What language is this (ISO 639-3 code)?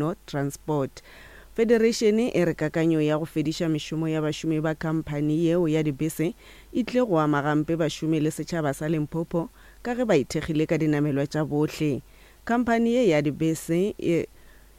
nso